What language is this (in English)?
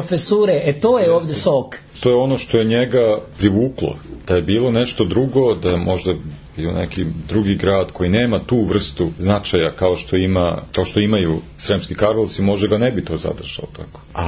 Serbian